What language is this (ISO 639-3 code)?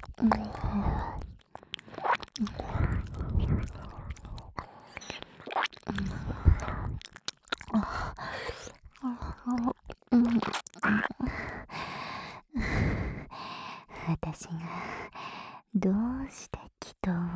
jpn